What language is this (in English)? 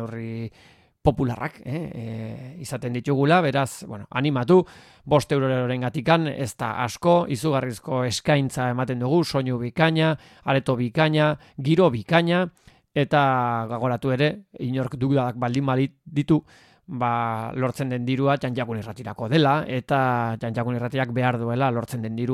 Basque